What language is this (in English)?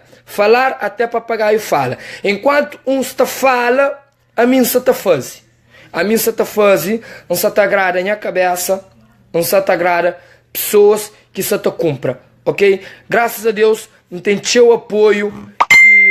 Kabuverdianu